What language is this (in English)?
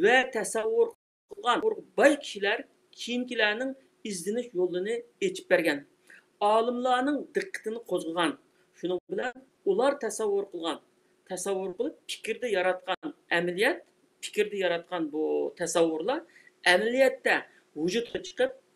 Uyghur